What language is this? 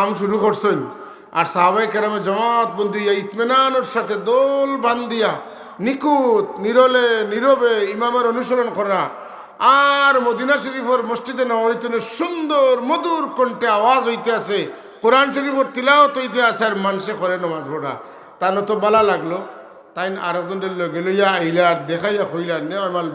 Sylheti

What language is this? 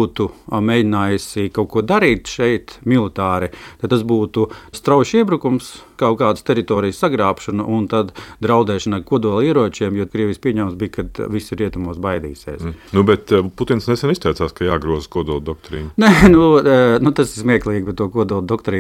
Latvian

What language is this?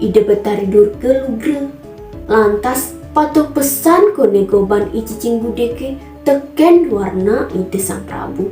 Balinese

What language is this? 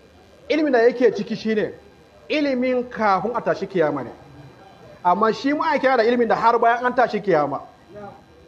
Hausa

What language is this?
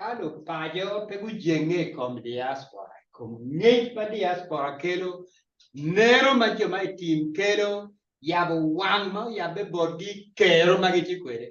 Acoli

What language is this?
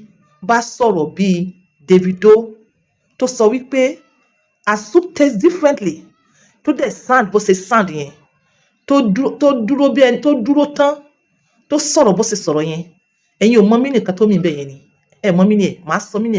Yoruba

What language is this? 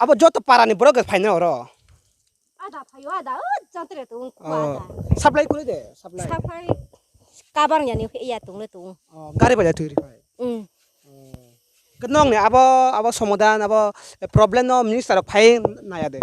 Riang (India)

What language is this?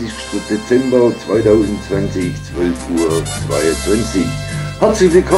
Swabian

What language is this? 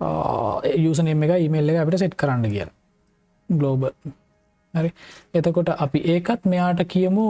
Sinhala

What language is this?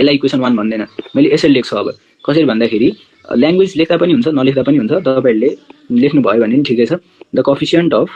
Nepali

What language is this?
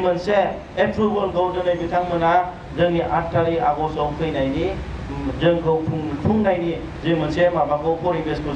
Bodo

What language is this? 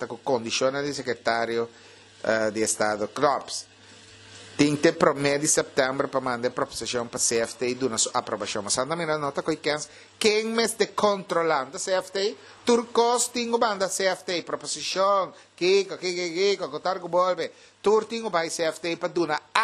Papiamento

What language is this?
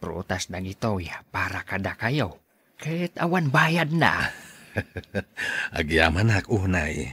Iloko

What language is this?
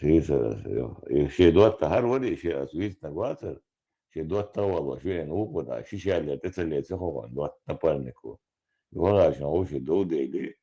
Chechen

